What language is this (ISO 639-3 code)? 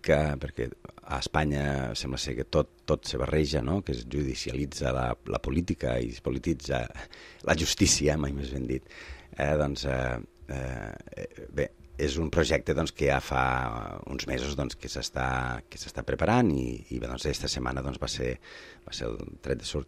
cat